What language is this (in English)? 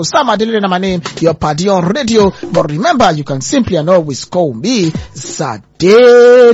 Nigerian Pidgin